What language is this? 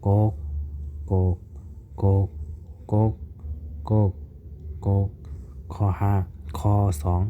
Shan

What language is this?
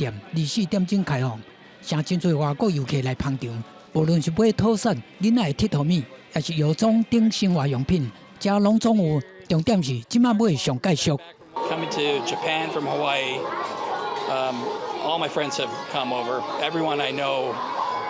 Min Nan Chinese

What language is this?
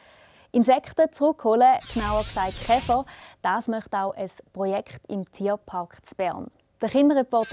Swiss German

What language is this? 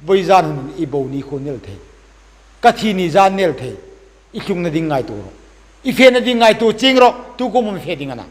Hmar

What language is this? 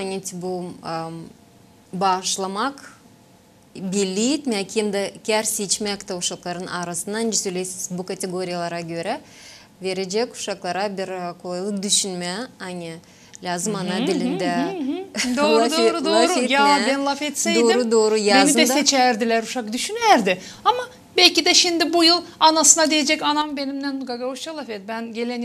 Gagauz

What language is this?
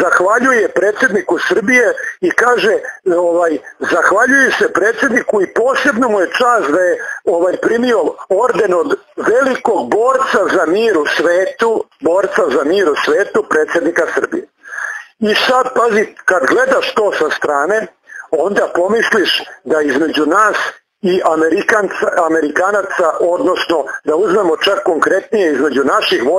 Serbian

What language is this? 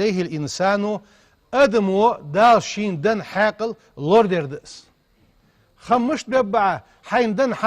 Ingush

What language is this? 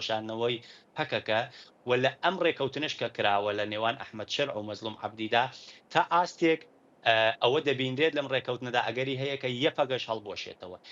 Central Kurdish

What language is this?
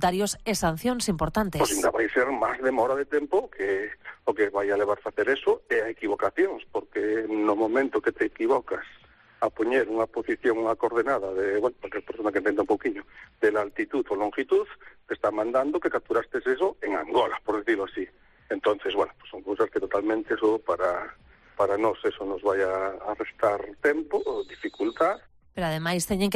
Galician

